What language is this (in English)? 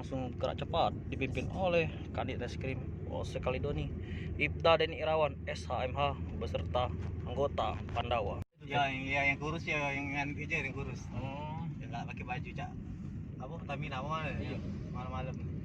Musi